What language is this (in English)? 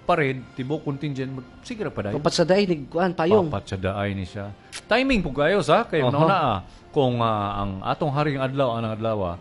Cebuano